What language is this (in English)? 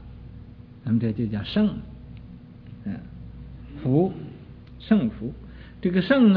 Chinese